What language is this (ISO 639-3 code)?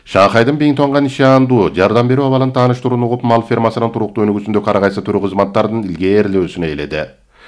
kir